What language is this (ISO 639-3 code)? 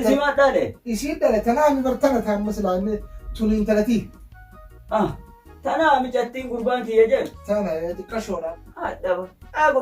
orm